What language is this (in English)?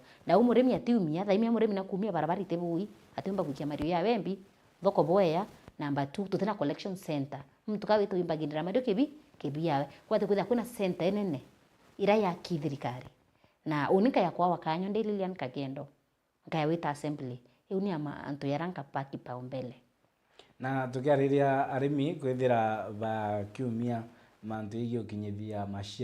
Meru